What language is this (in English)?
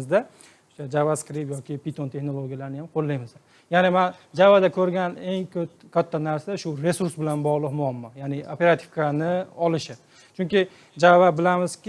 Uzbek